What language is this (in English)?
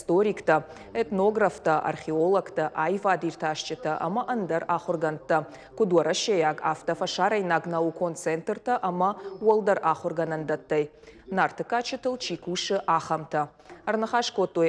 Ossetic